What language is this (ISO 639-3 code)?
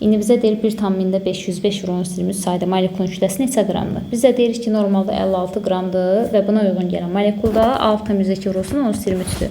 aze